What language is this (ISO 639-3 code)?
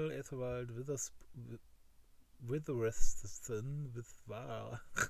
deu